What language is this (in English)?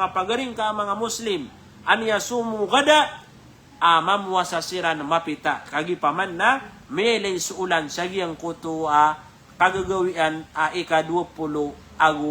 Maranao